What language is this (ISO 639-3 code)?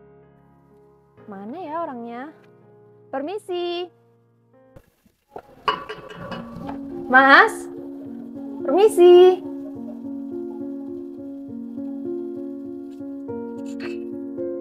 ind